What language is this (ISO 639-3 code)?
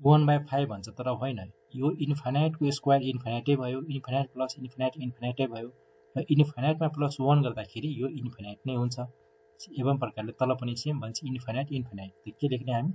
nep